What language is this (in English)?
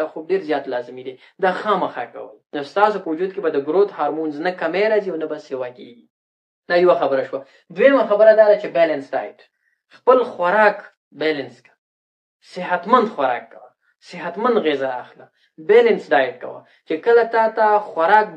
Pashto